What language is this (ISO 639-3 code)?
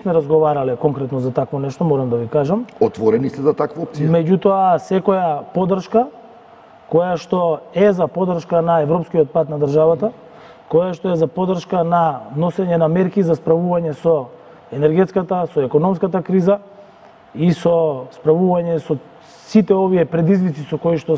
mkd